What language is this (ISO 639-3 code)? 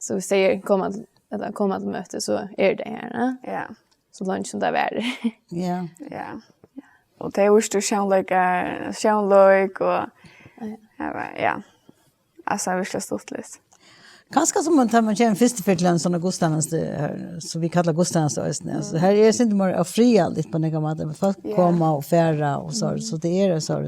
fao